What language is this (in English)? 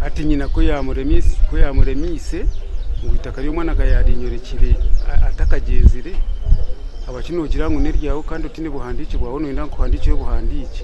Nyankole